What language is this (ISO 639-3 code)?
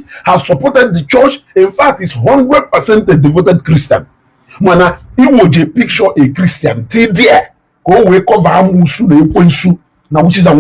ibo